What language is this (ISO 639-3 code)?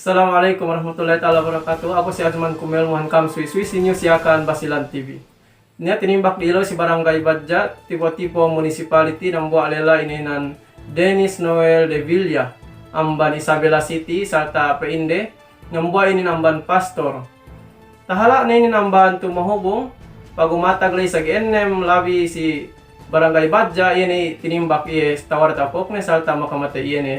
yka